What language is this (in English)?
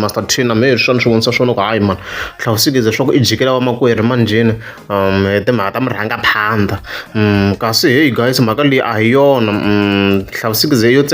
Tsonga